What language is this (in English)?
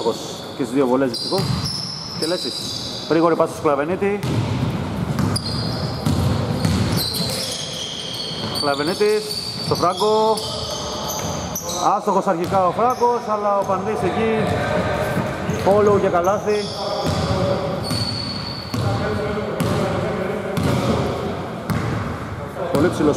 Greek